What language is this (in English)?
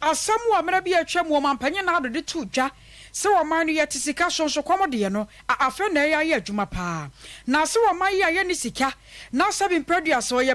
Akan